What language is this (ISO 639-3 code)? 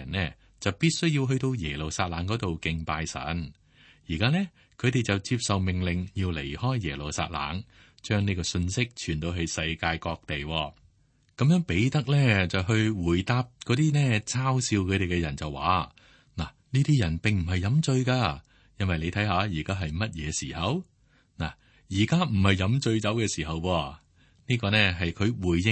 yue